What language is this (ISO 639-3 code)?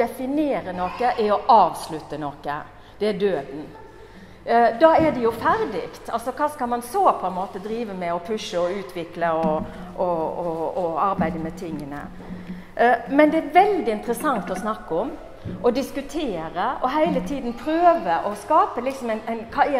nor